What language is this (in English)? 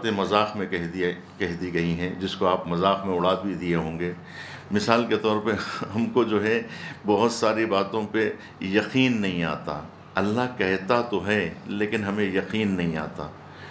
Urdu